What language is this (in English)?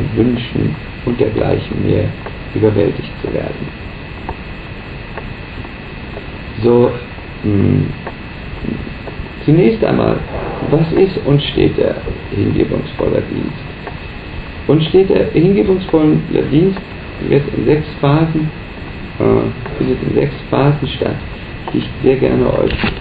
German